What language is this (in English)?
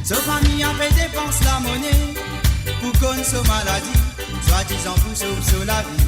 Morisyen